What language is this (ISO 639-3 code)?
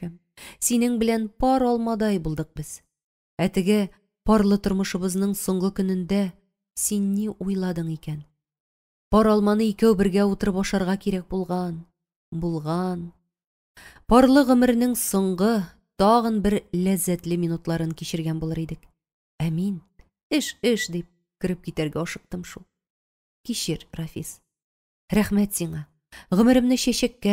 tat